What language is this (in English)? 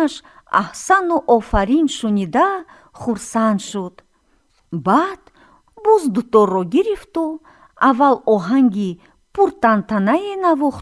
Tajik